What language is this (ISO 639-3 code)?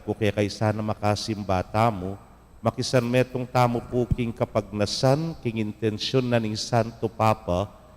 pam